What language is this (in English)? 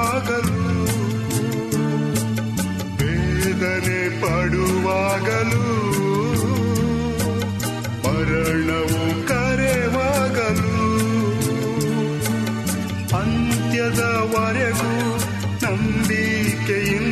Kannada